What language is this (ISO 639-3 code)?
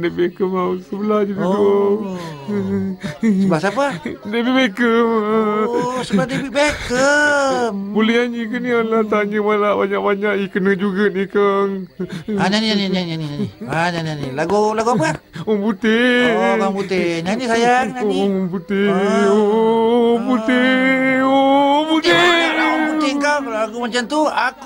msa